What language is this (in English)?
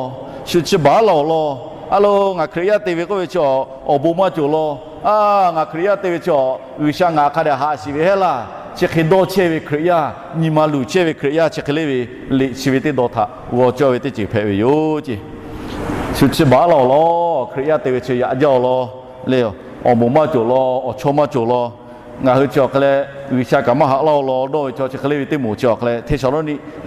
Lahu